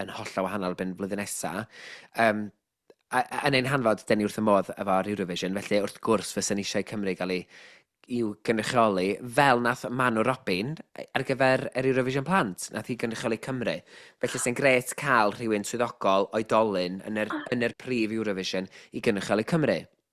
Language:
Welsh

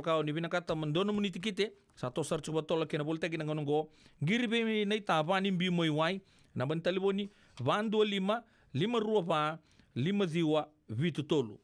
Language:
Fijian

